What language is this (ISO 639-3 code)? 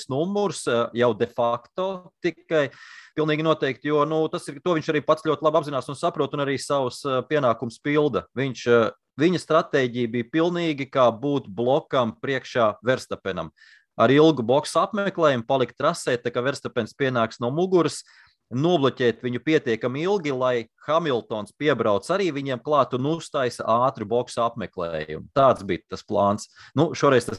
lav